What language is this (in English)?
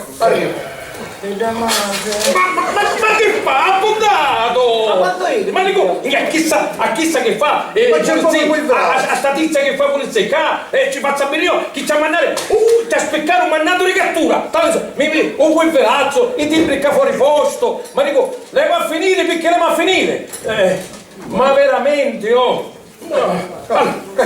Sicilian